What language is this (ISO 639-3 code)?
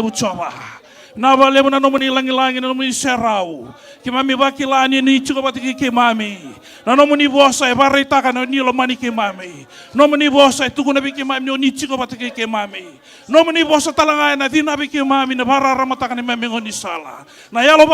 fij